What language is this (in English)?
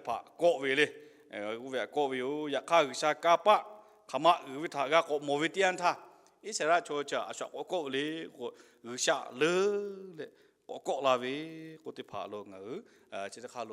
Lahu